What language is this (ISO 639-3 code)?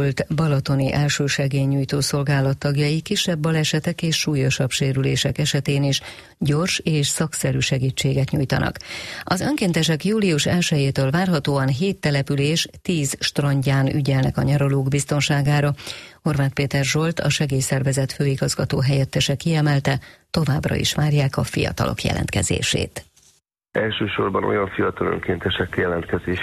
hun